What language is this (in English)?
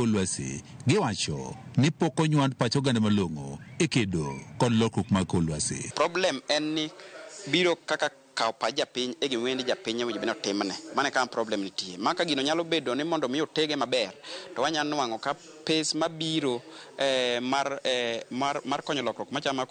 Luo (Kenya and Tanzania)